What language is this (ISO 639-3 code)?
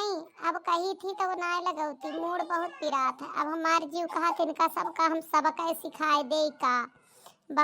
awa